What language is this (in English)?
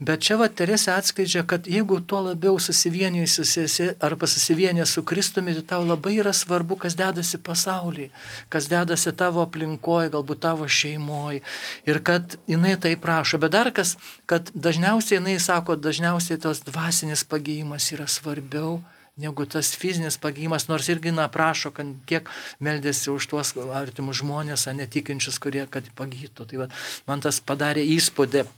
Lithuanian